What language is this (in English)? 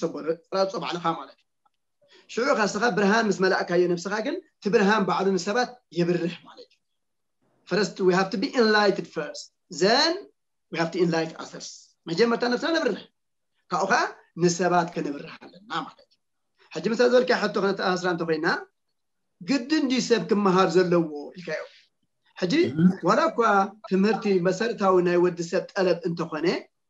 Tigrinya